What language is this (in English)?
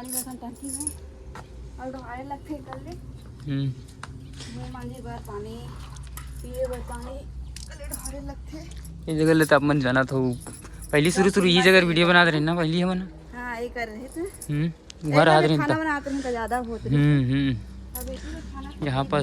Chhattisgarhi